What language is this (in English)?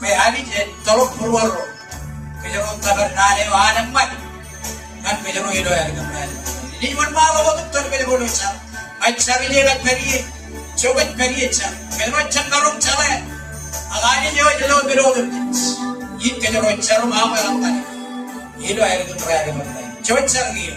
Marshallese